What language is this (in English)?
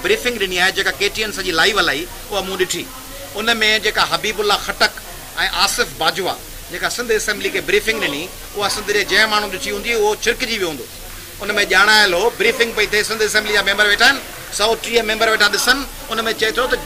Sindhi